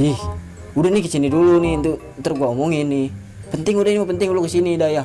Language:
Betawi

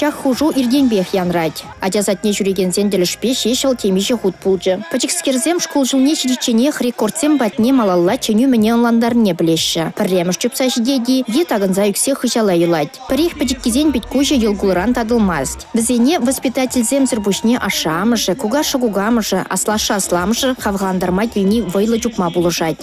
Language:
Chuvash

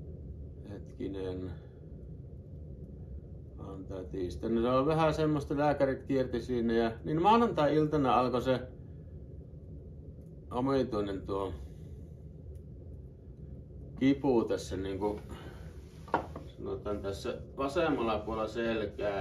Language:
Finnish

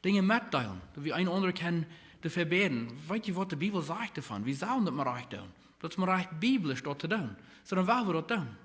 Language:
Plautdietsch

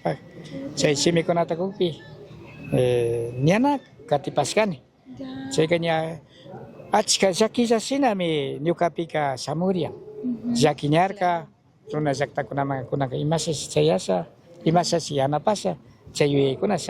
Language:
Chimborazo Highland Quichua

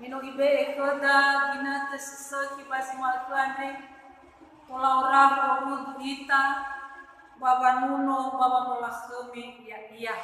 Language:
Nias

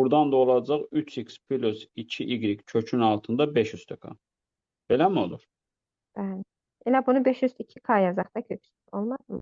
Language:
Azerbaijani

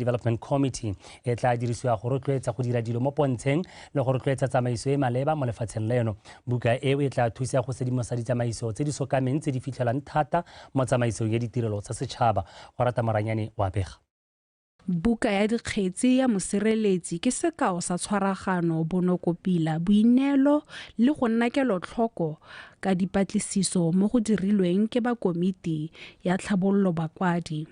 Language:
Tswana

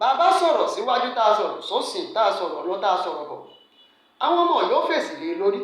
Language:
Yoruba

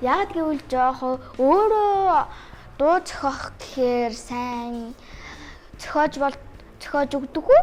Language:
Mongolian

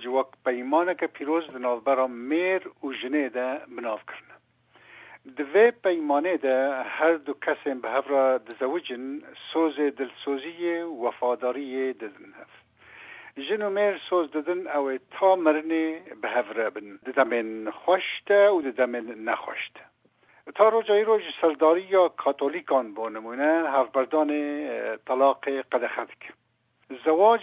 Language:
Kurdish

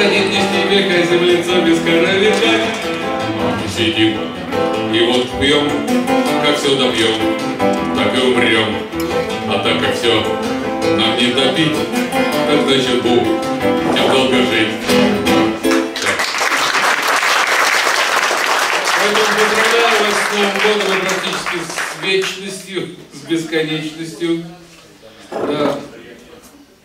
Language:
Russian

